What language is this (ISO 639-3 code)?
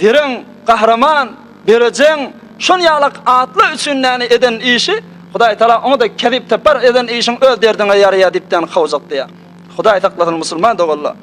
tuk